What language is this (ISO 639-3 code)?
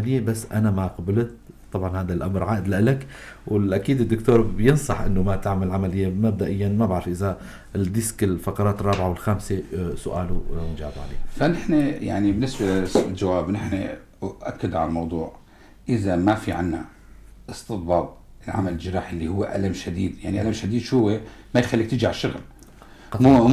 apc